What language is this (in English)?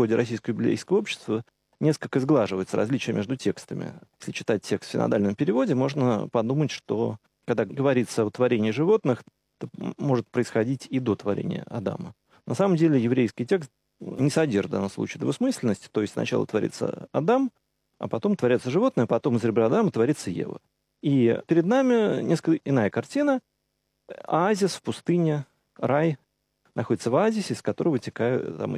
Russian